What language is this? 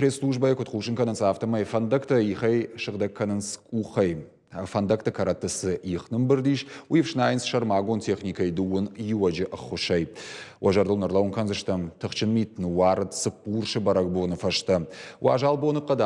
Ossetic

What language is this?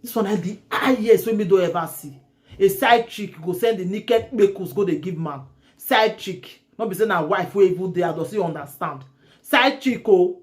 Nigerian Pidgin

